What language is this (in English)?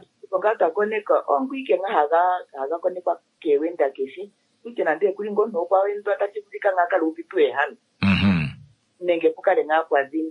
Kuanyama